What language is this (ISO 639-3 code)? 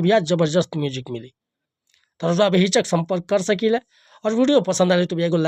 bho